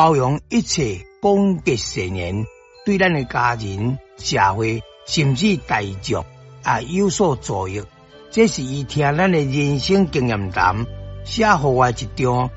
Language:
Min Nan Chinese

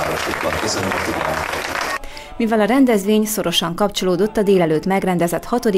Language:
Hungarian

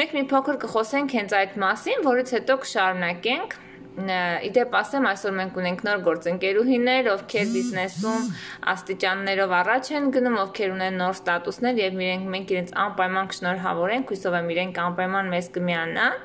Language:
Armenian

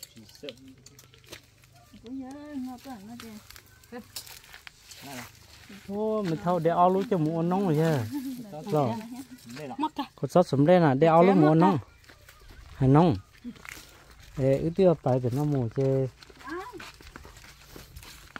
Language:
Vietnamese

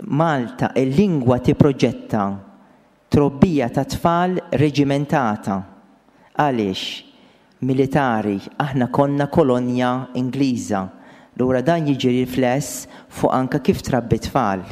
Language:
Maltese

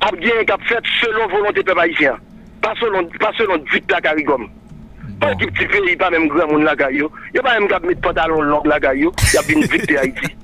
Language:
Haitian Creole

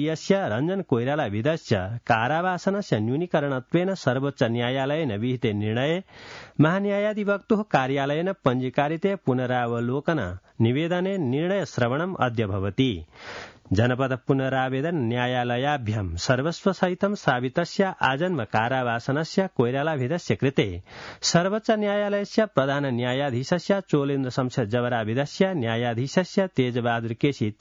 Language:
Sanskrit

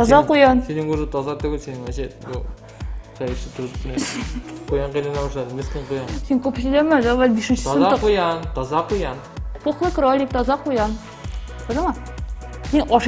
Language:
Tatar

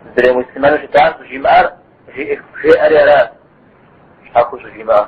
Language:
Kabardian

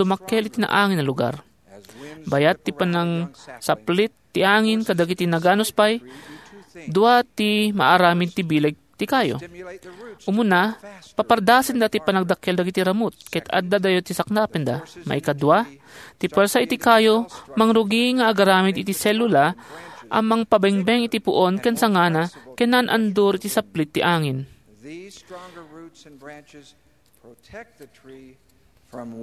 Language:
Iloko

